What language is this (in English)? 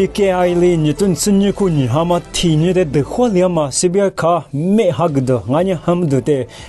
Lisu